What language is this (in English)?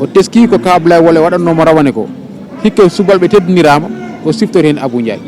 Fula